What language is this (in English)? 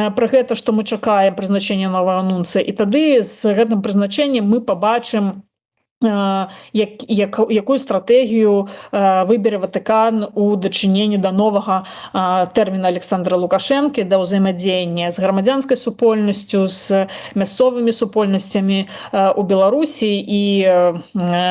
Belarusian